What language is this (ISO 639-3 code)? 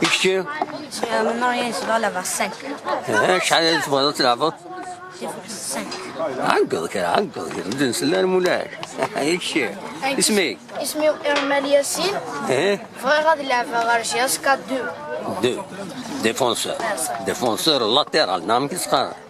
kab